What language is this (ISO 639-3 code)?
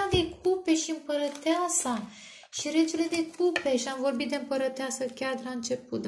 ron